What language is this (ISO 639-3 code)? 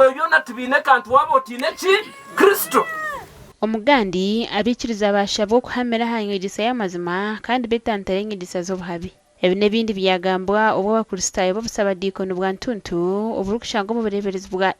nyn